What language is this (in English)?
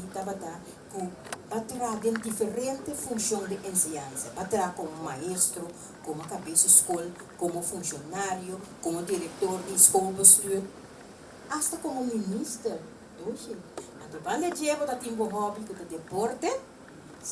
Papiamento